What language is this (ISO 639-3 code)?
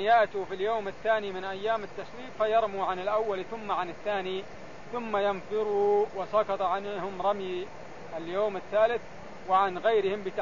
ara